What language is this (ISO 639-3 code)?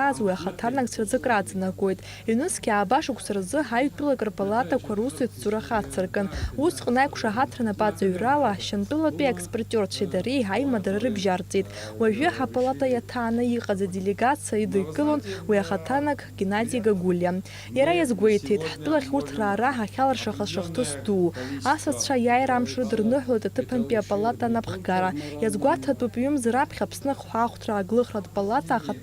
abk